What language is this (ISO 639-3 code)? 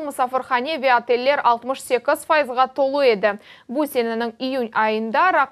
crh